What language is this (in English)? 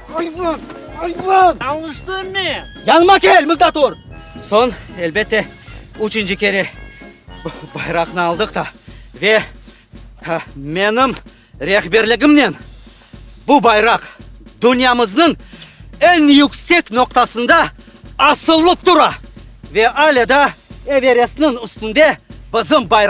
Crimean Tatar